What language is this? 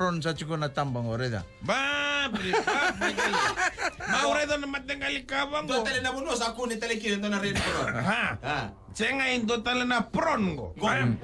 Fijian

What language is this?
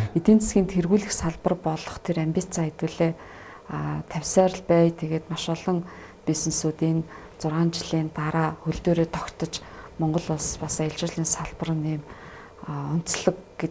Mongolian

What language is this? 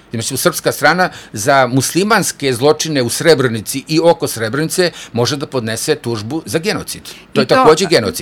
Serbian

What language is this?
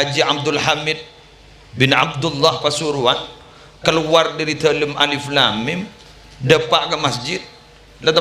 Madurese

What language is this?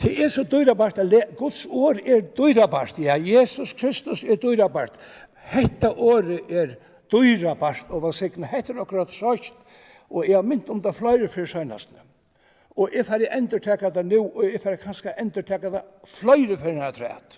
Faroese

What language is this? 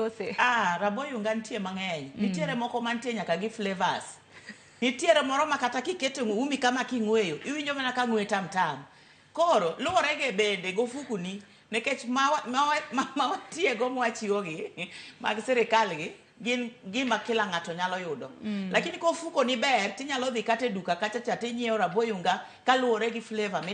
Luo (Kenya and Tanzania)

